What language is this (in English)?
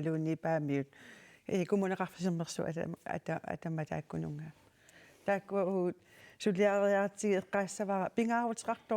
Kalaallisut